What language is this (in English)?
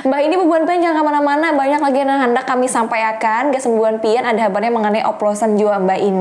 Banjar